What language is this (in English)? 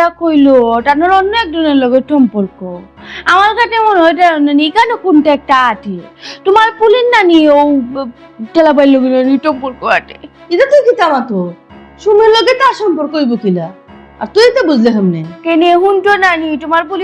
Sylheti